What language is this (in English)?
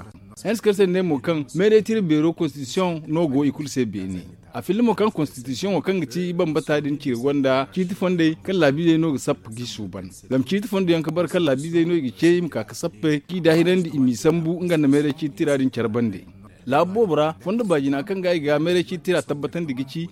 Zarma